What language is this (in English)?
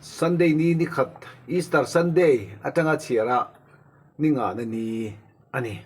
Mizo